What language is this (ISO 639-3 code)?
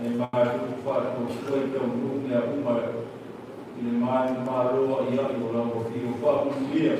smo